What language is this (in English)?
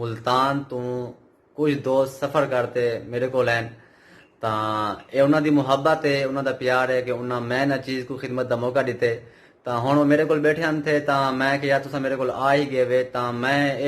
Saraiki